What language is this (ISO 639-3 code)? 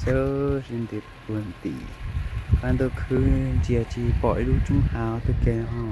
hmn